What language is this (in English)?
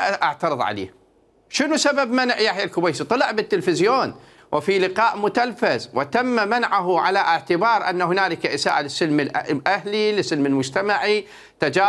Mesopotamian Arabic